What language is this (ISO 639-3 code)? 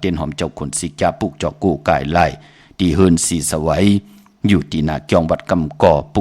shn